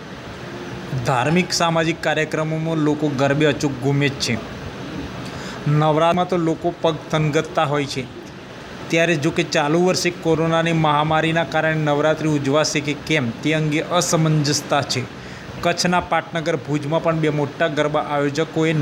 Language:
Gujarati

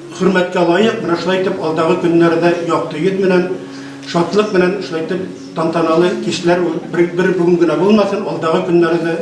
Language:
Bashkir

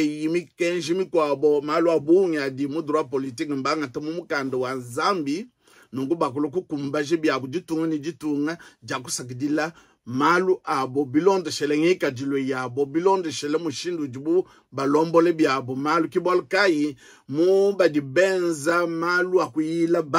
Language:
Luba-Lulua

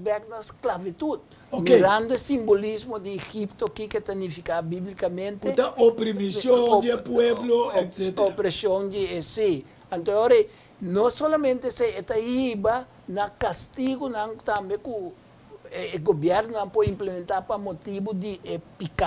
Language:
Papiamento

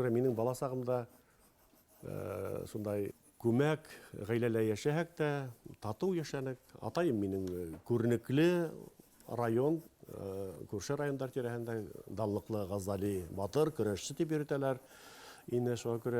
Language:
Bashkir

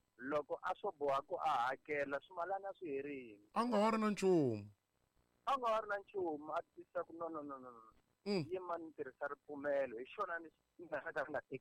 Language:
Tsonga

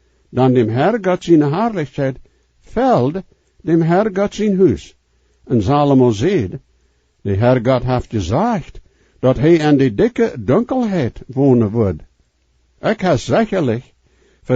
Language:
Plautdietsch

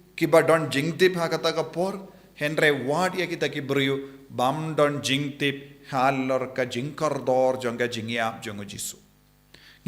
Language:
Khasi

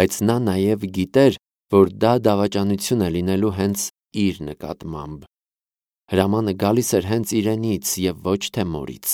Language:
Armenian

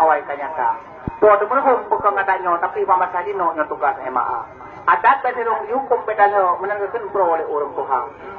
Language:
Achinese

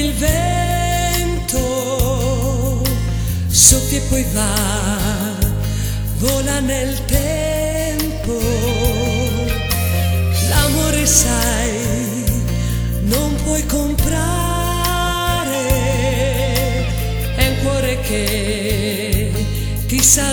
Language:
Italian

